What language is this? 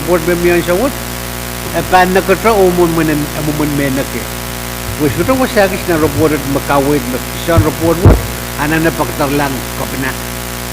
Pohnpeian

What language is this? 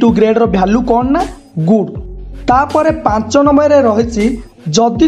Odia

